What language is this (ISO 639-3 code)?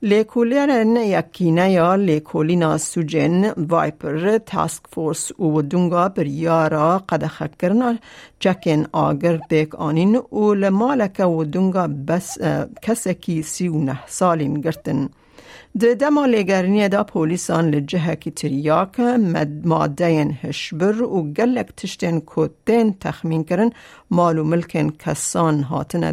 kur